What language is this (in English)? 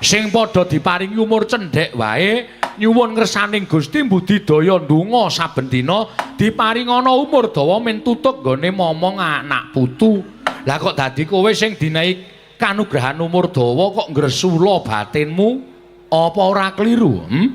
Javanese